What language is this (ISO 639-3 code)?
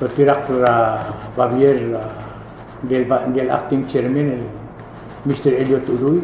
pau